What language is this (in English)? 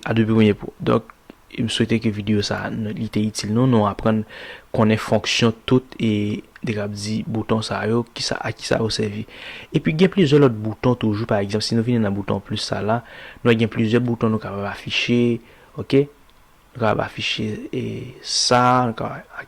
Haitian Creole